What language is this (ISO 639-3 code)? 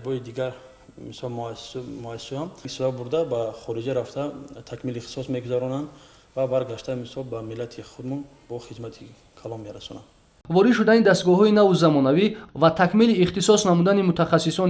tgk